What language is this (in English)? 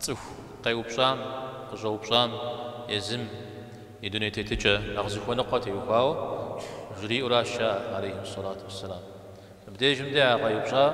Kabardian